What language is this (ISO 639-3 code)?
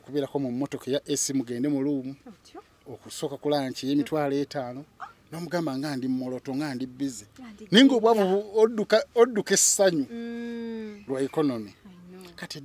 lug